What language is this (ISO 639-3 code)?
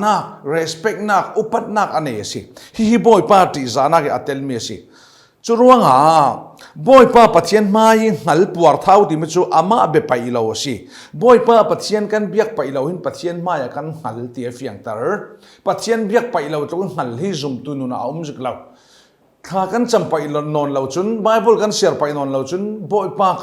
cfm